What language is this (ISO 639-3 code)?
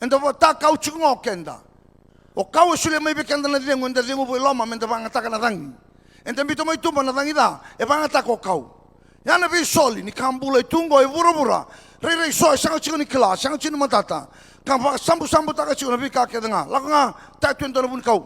fij